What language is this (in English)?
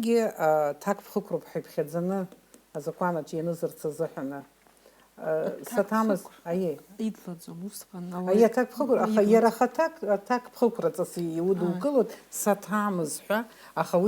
Abkhazian